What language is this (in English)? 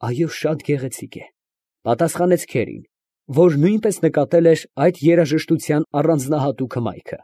Armenian